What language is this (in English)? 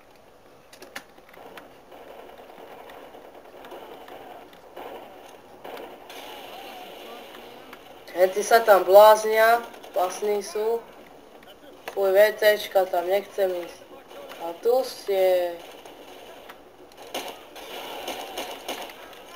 Slovak